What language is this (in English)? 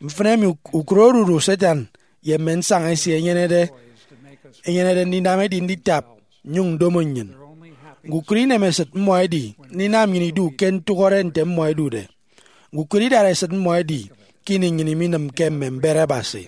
Efik